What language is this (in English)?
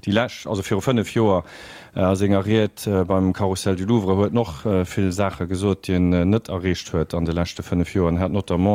Luxembourgish